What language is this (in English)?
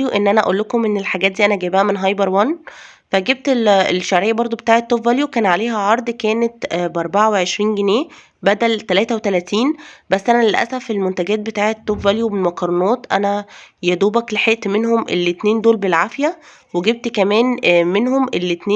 Egyptian Arabic